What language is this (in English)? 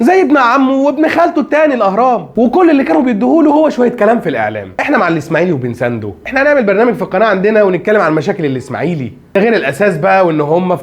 Egyptian Arabic